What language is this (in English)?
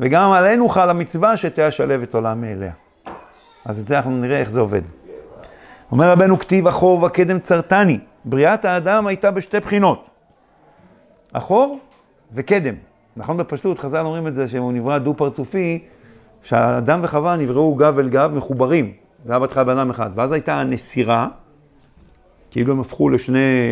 Hebrew